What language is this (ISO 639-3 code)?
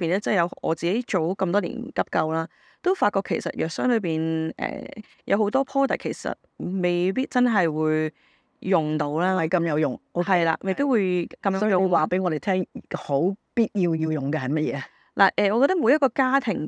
yue